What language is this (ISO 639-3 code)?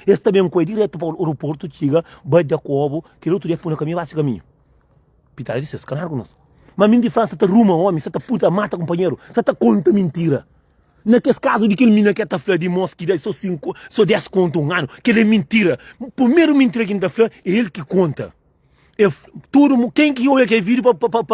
kea